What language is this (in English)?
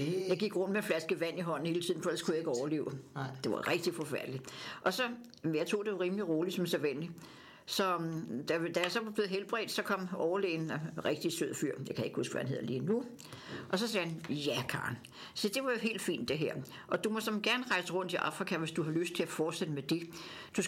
Danish